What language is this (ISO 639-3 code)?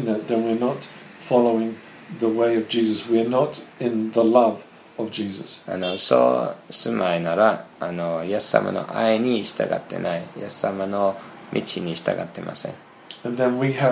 jpn